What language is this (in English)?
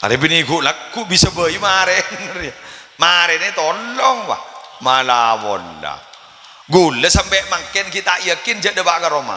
Madurese